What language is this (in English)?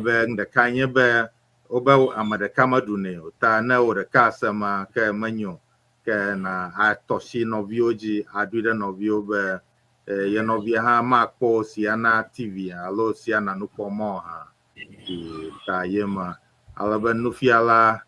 Ewe